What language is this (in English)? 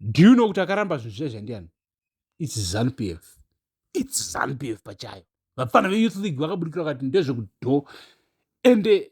Shona